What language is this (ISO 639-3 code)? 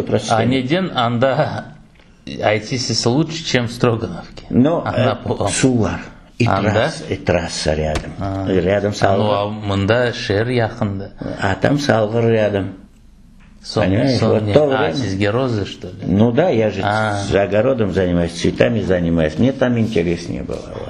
crh